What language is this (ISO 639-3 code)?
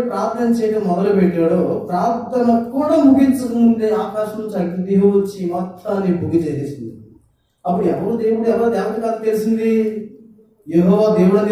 tel